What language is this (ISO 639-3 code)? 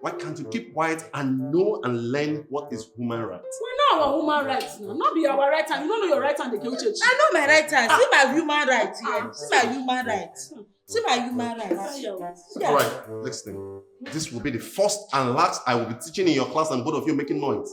pcm